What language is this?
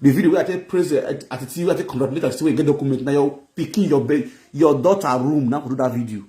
Nigerian Pidgin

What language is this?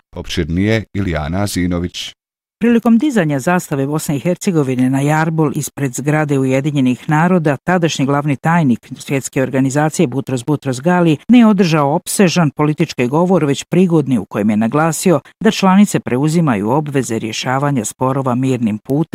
Bosnian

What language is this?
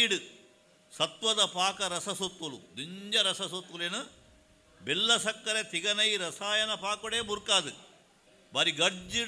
Tulu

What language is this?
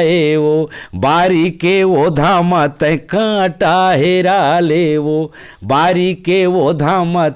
Chhattisgarhi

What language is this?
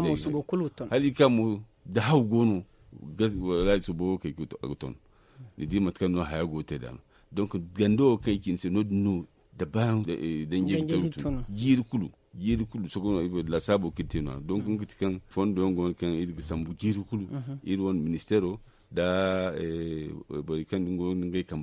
Zarma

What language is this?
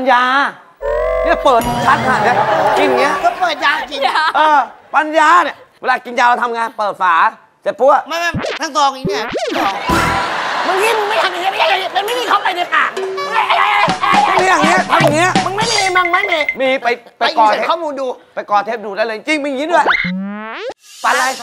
Thai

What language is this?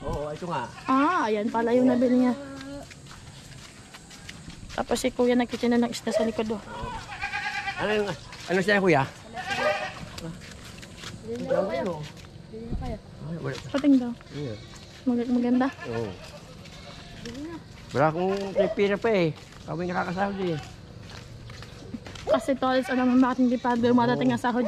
Filipino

